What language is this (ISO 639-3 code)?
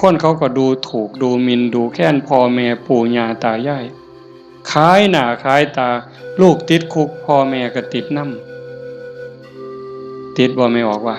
tts